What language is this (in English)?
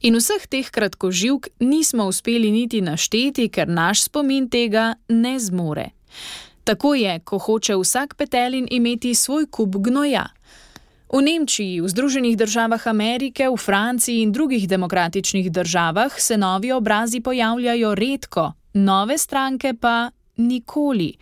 Slovenian